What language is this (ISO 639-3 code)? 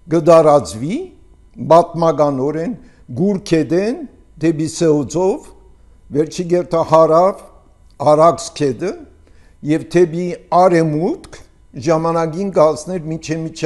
hye